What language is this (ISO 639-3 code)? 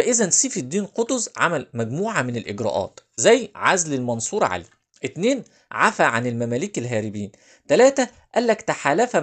arz